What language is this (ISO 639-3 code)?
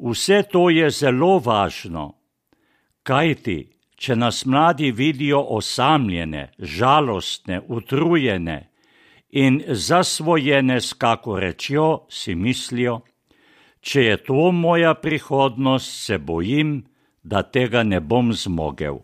slv